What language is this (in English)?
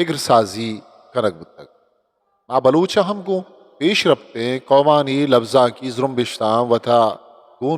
Eastern Balochi